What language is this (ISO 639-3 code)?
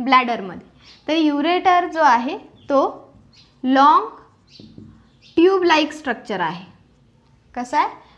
mar